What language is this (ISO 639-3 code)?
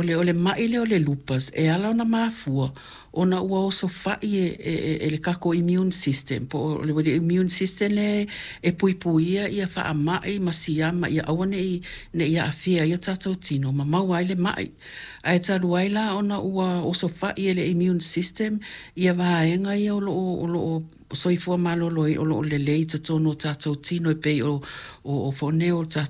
smo